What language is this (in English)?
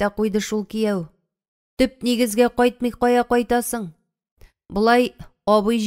Tatar